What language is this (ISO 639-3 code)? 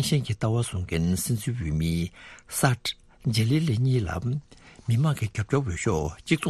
bod